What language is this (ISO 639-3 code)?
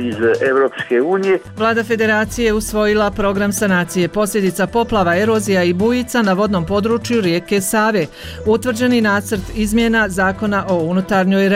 bos